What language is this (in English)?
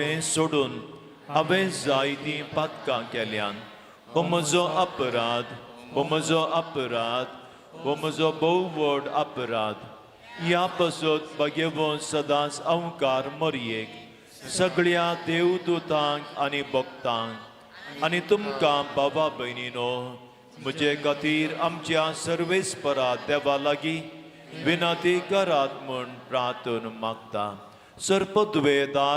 Konkani